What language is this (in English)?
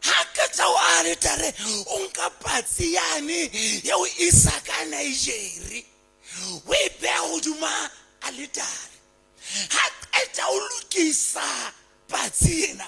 Southern Sotho